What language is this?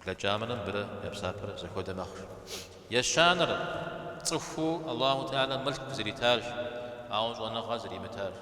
Kabardian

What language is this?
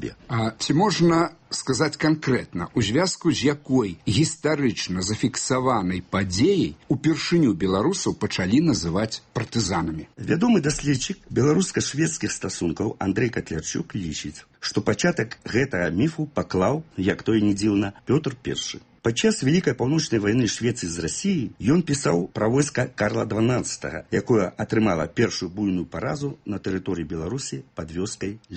Belarusian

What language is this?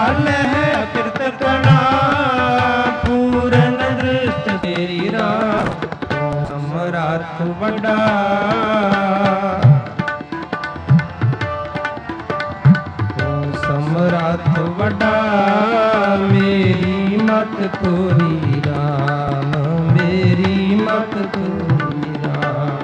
Punjabi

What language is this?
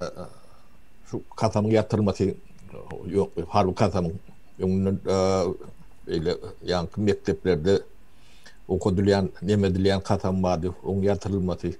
Turkmen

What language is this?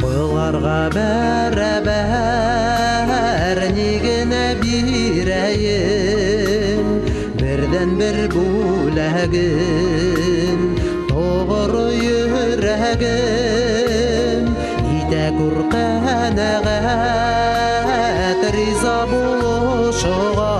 Bashkir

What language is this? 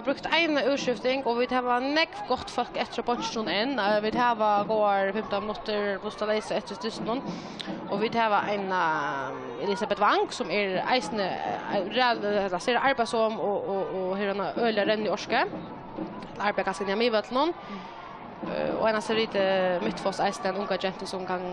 Faroese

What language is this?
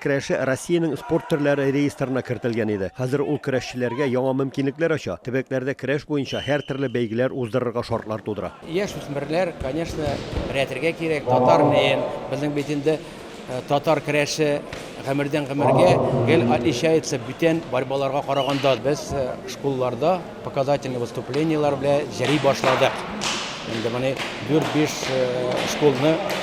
Tatar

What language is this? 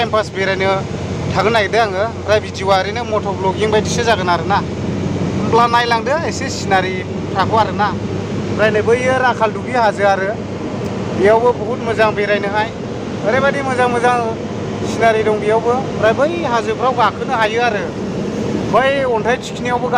Bodo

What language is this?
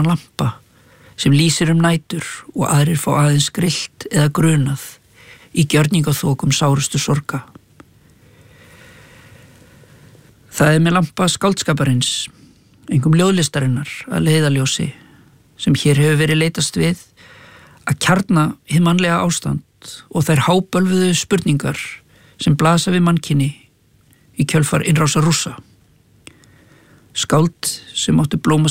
Icelandic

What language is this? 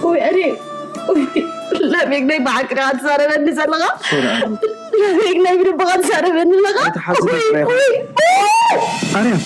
Tigrinya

